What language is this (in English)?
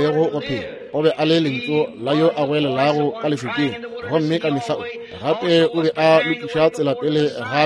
Northern Sotho